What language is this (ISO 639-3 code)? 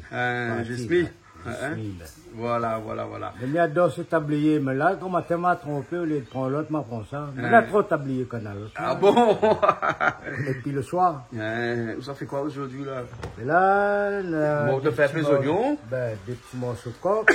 rcf